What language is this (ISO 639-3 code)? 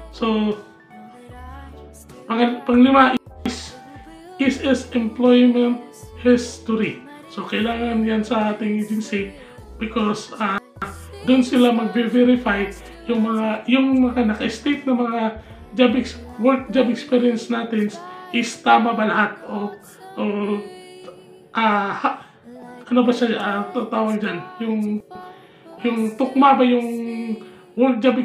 fil